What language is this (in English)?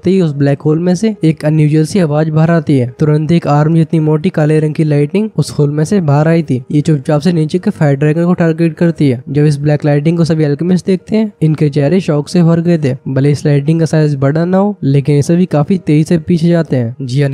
Hindi